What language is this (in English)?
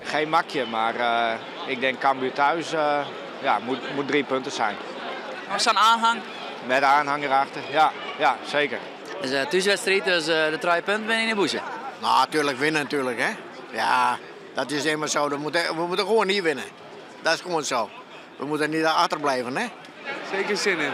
Western Frisian